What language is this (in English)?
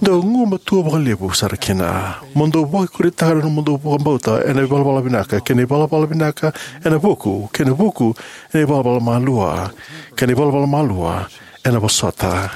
Fijian